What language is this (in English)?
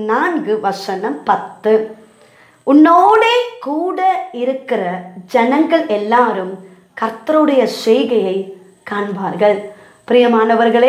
Tamil